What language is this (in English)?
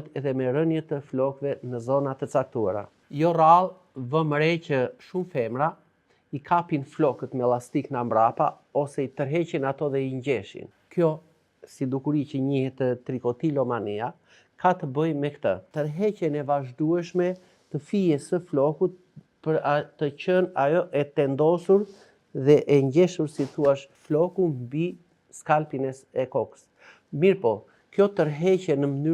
Albanian